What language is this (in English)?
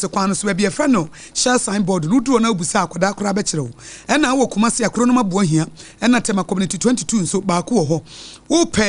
Akan